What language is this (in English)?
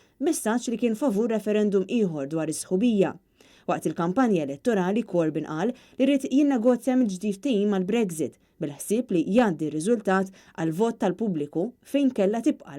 Maltese